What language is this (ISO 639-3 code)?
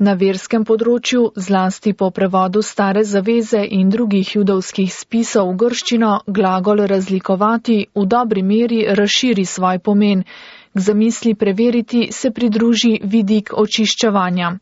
slv